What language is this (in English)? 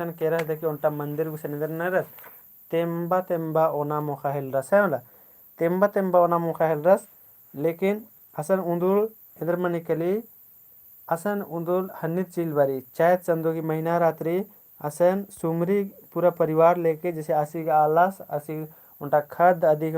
Kurukh